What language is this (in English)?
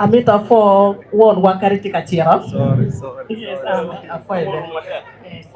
Acoli